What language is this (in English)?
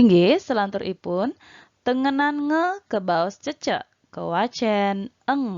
Balinese